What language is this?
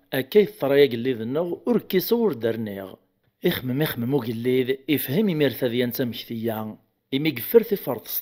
Kabyle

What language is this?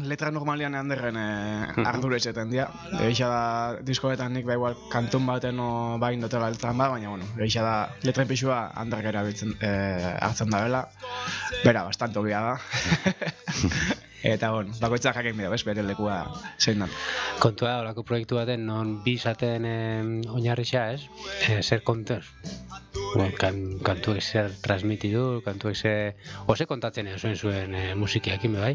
Basque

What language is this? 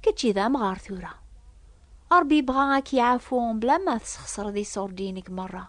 Kabyle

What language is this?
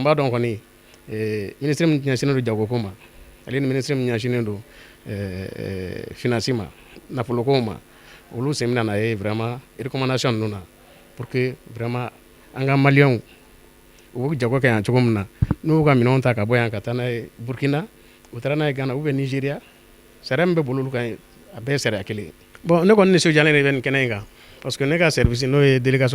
Bambara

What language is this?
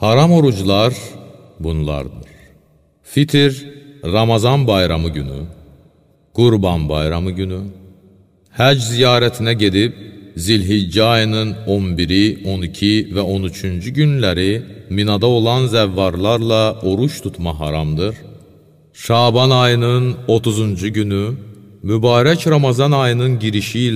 Azerbaijani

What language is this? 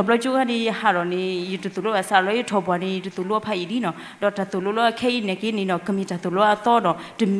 S'gaw Karen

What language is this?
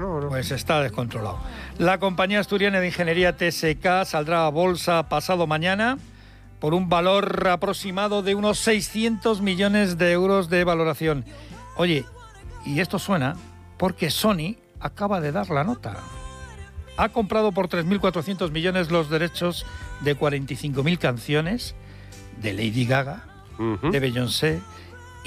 Spanish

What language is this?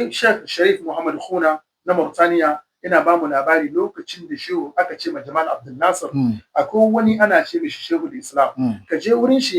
Hausa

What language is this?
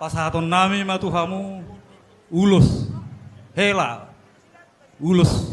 Batak Toba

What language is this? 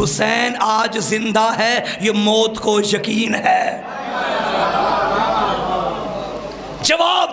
Urdu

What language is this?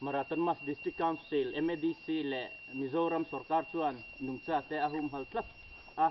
Mizo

